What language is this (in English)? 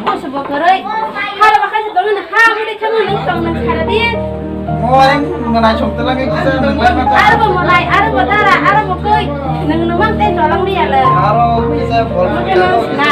Kok Borok